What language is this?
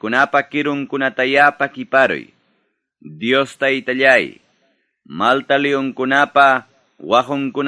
Ayacucho Quechua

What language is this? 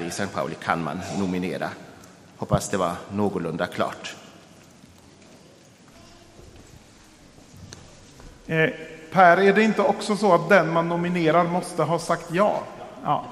Swedish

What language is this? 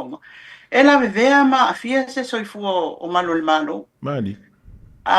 Samoan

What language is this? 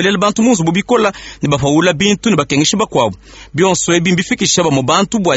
Luba-Lulua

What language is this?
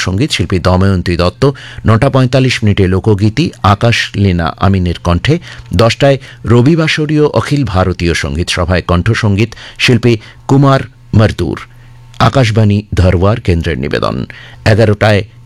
Bangla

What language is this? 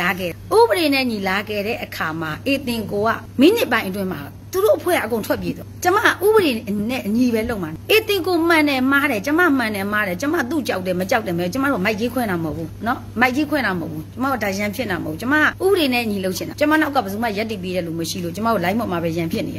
Burmese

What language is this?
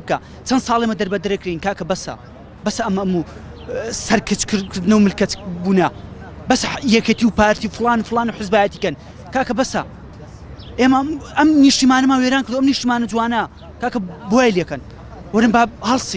Central Kurdish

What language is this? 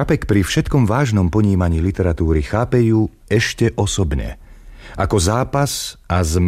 Slovak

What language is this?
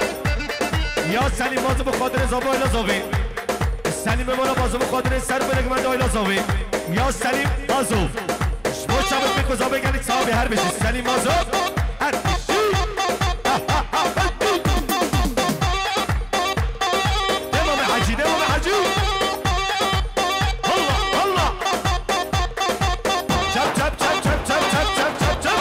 Persian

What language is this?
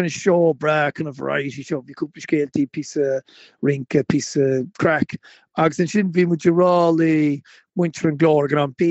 Irish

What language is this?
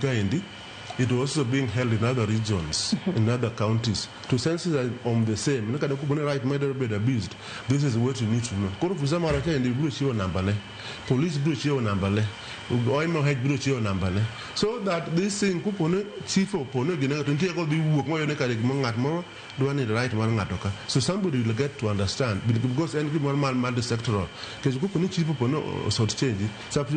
Luo (Kenya and Tanzania)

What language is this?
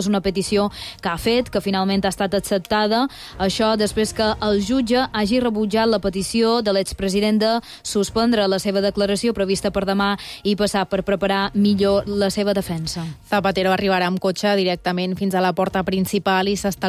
Catalan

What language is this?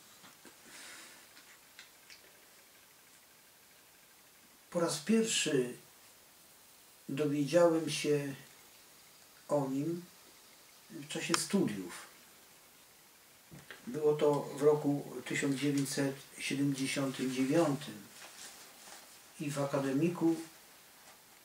Polish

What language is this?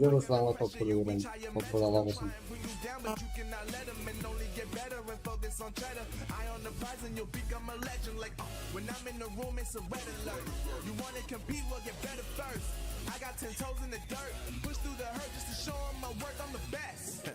Kara-Kalpak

